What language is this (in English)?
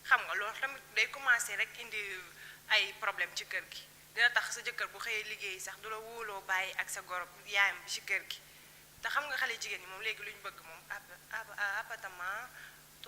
Wolof